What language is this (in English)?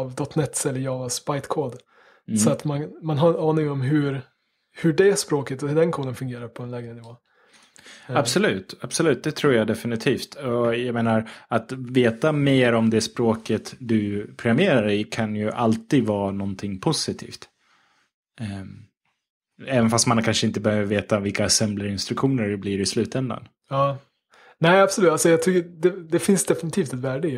Swedish